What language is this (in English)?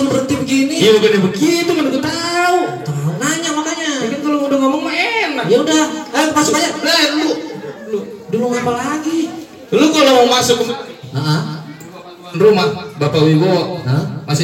Betawi